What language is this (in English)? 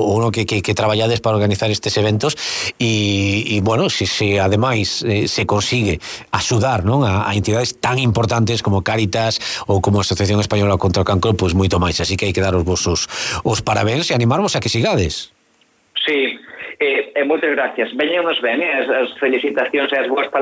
Galician